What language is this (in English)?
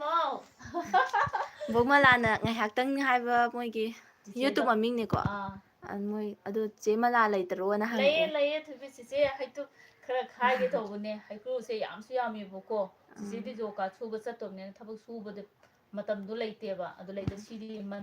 Manipuri